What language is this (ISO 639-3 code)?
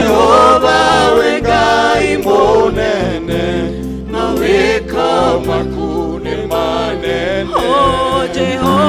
kik